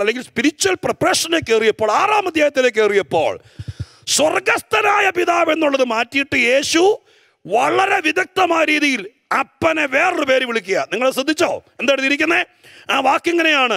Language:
Malayalam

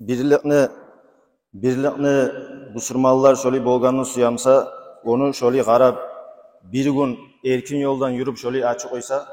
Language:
Kumyk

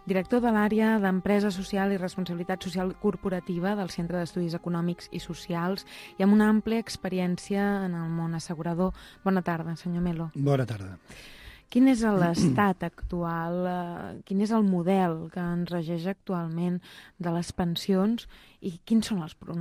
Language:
Catalan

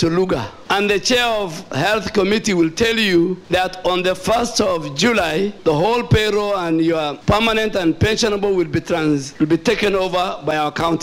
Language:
Kikuyu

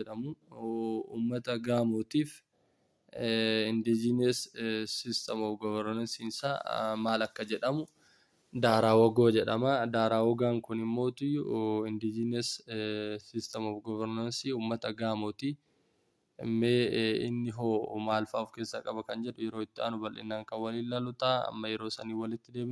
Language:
Oromo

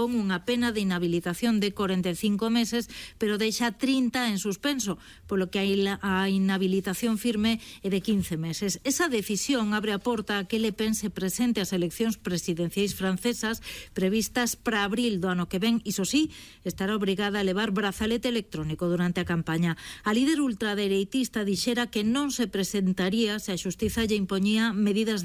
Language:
Galician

